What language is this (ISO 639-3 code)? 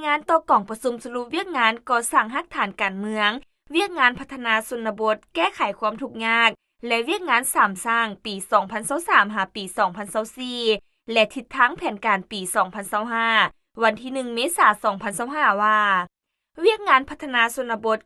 lao